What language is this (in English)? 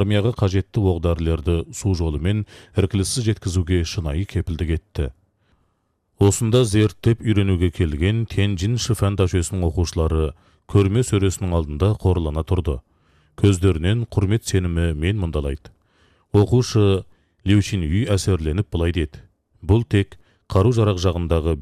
Kazakh